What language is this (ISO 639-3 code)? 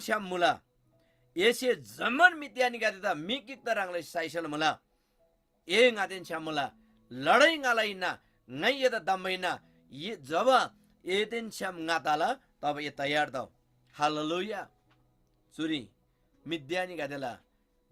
taj